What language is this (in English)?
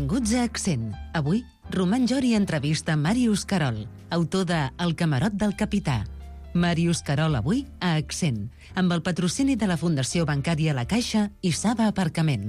Catalan